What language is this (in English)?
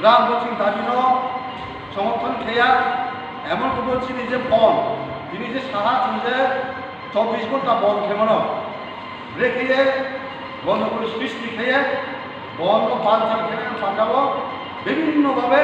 Riang (India)